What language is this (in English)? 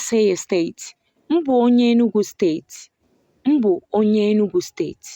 Igbo